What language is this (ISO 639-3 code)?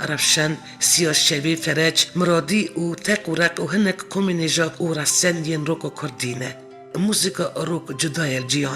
kur